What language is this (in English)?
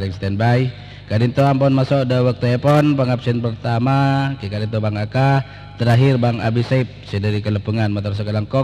Madurese